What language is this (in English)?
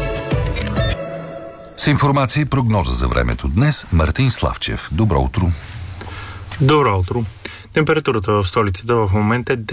Bulgarian